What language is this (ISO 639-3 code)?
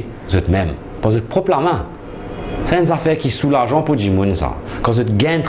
mfe